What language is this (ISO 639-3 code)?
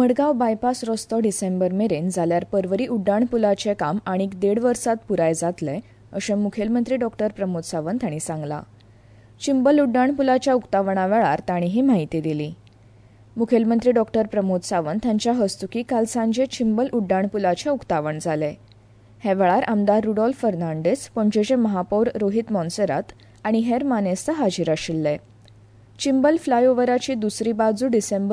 kok